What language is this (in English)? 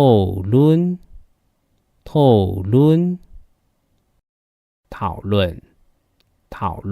Hakka Chinese